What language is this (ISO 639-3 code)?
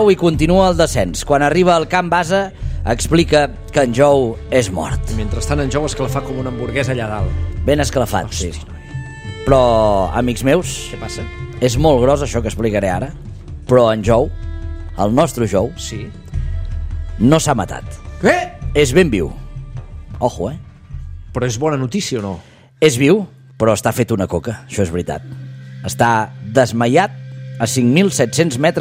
cat